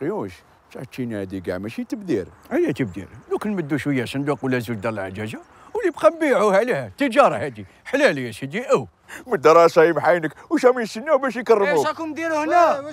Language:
Algerian Arabic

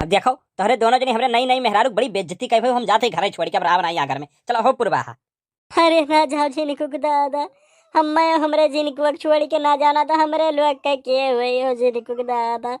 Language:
Awadhi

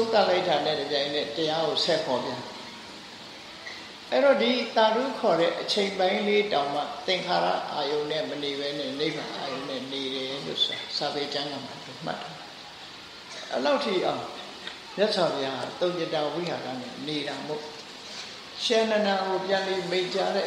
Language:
Burmese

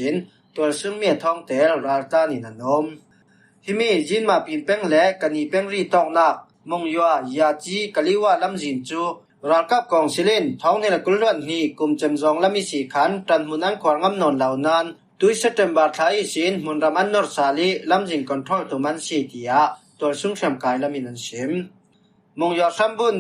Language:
Falam Chin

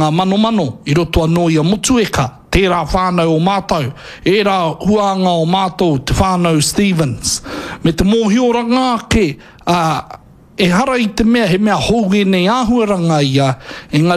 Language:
Māori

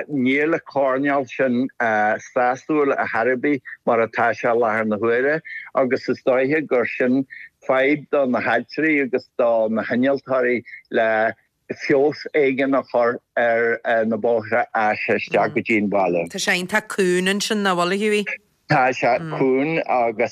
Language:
Irish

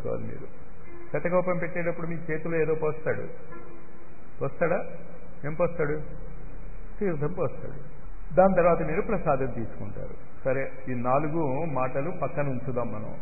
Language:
Telugu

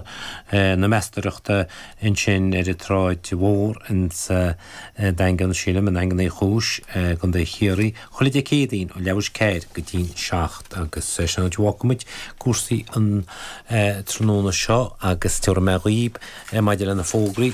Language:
Irish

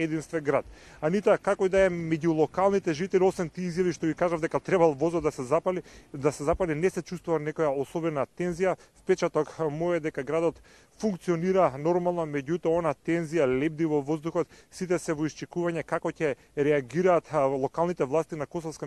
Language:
Macedonian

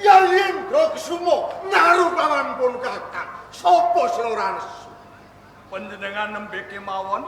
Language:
Javanese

